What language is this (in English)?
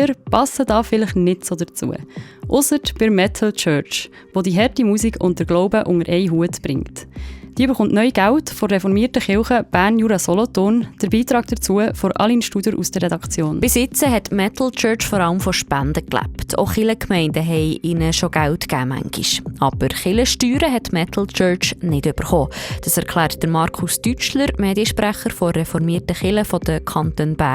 Swiss German